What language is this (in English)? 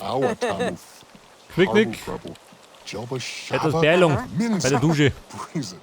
Bavarian